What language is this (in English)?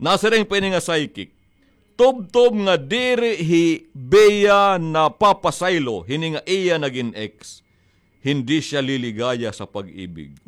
Waray